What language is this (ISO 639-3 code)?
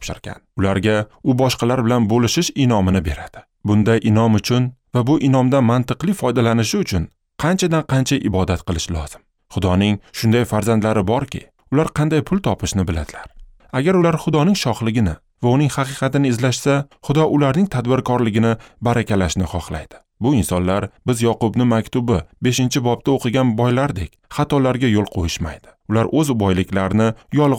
uzb